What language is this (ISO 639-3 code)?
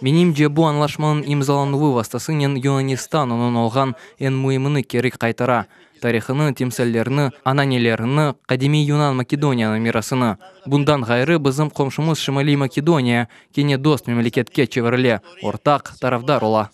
crh